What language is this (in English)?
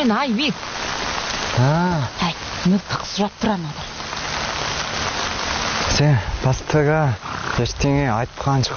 Kazakh